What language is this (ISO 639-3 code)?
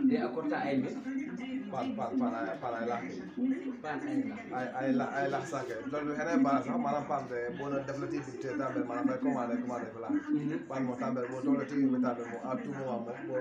wol